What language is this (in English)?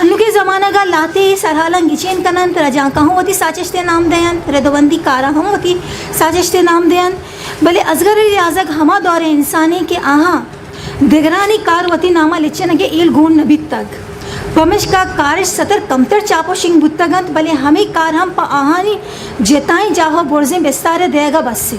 Eastern Balochi